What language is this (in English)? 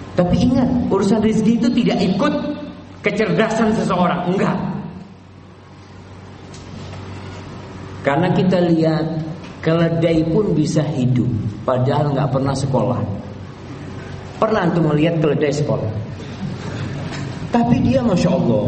Indonesian